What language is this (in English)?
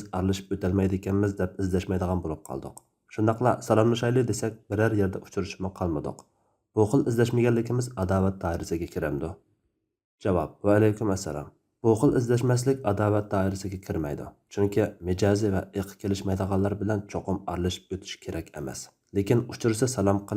Uyghur